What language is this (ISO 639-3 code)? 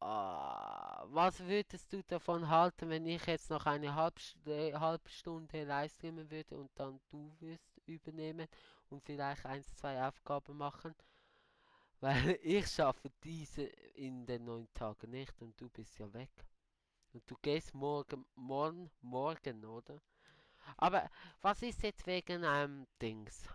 gsw